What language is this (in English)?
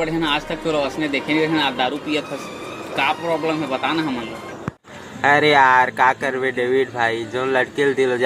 Chhattisgarhi